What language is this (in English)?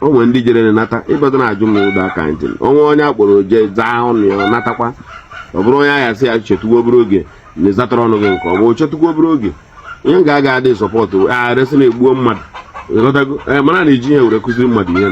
Igbo